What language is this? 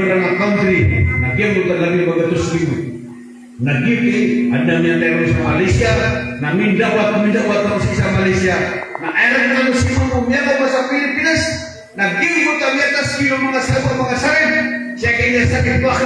Maranao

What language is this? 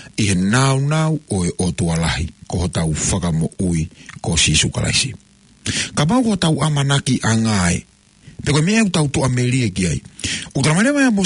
Tongan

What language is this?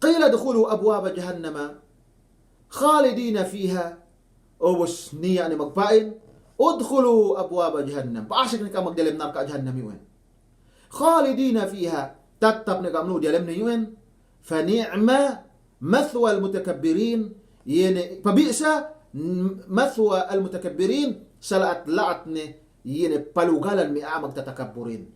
Yakan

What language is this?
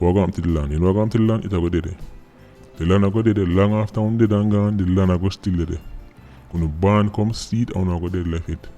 Jamaican Creole English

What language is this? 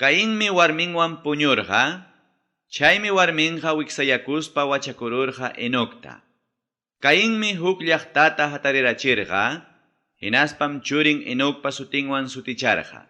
Ayacucho Quechua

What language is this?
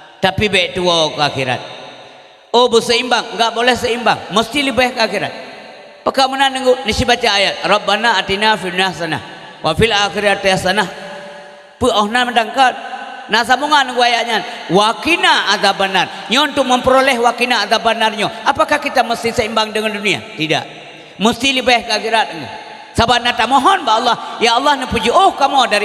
Achinese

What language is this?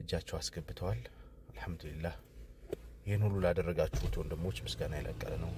Amharic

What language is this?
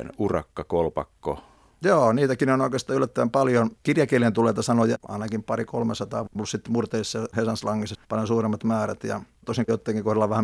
Finnish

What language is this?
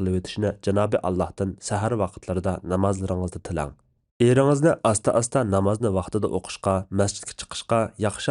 Uyghur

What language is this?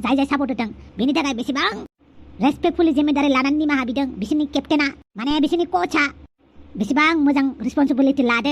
Bodo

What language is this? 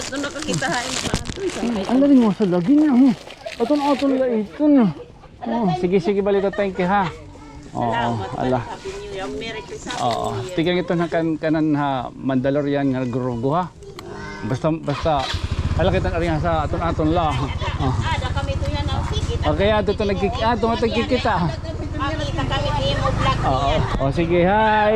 Waray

